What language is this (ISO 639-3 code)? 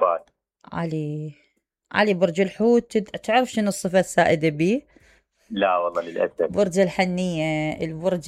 acm